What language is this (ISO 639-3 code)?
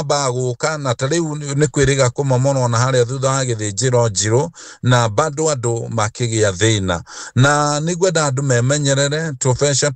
kik